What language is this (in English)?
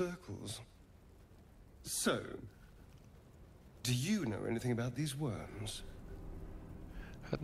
Hungarian